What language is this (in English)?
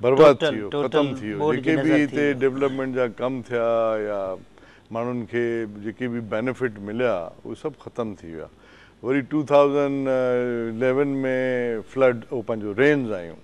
Sindhi